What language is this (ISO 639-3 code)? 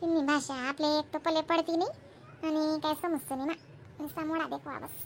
khn